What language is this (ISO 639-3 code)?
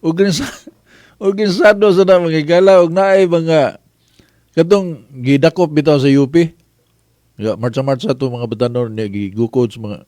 ceb